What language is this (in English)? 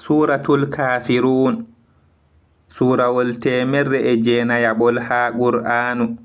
Fula